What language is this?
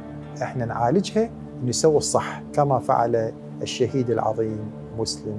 Mesopotamian Arabic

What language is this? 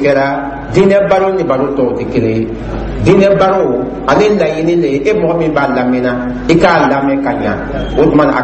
Dyula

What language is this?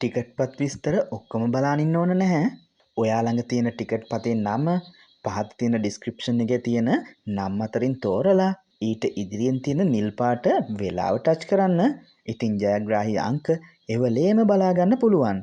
Sinhala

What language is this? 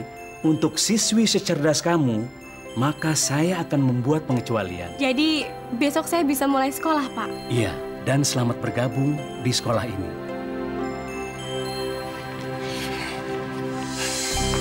Indonesian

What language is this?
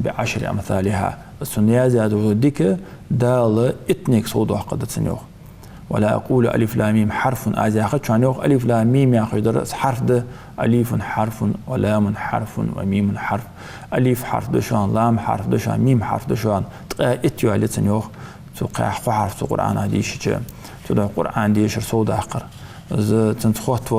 Ingush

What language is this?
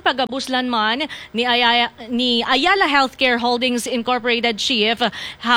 Hiligaynon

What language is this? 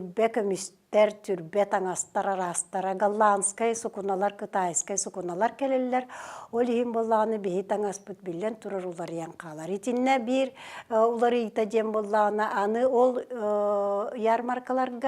Yakut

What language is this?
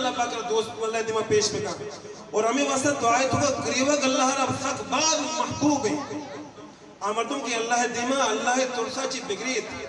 Eastern Balochi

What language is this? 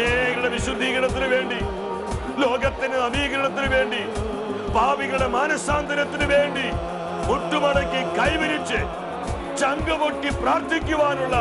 Malayalam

